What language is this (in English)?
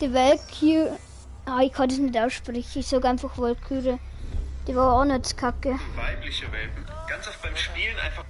Bavarian